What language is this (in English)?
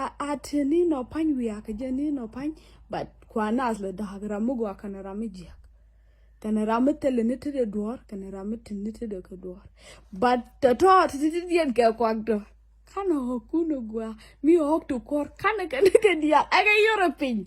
Nuer